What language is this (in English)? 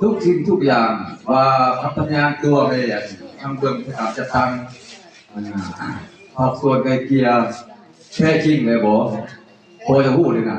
Lao